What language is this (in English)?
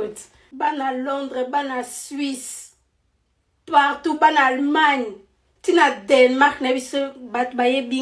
Lingala